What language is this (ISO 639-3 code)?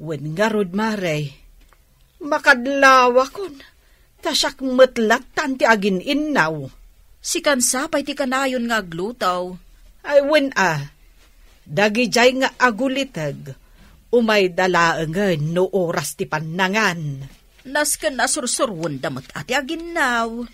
ilo